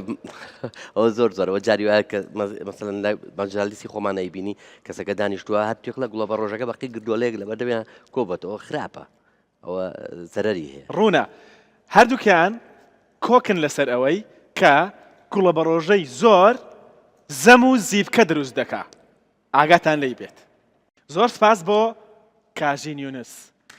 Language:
Central Kurdish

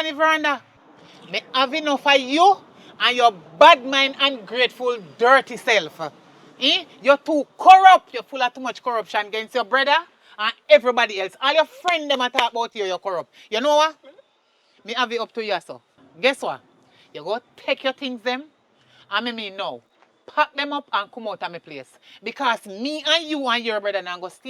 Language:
Jamaican Creole English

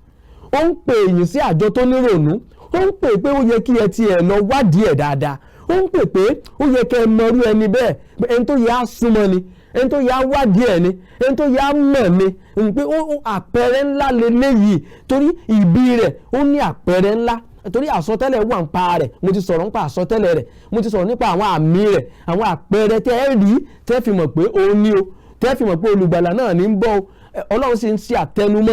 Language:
Yoruba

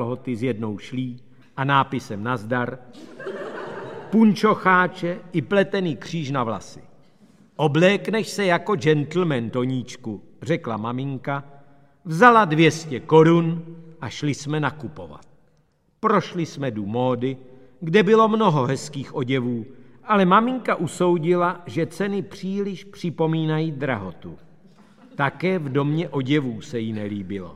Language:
Czech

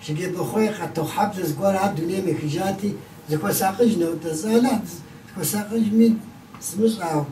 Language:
Kabardian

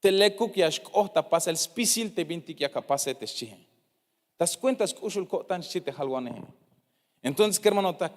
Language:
Tzeltal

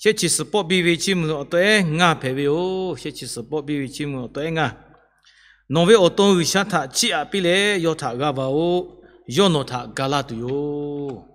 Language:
Lahu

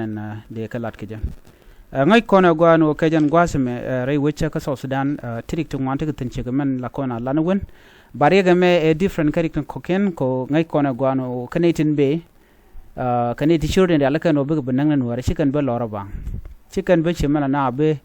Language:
Nuer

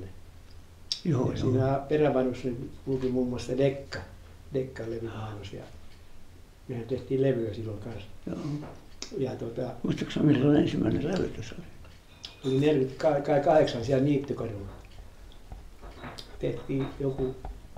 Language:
Finnish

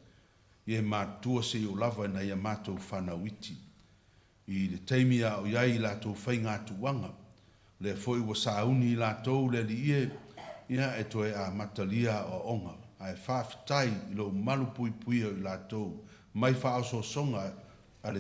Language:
Samoan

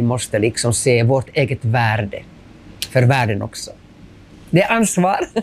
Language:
Swedish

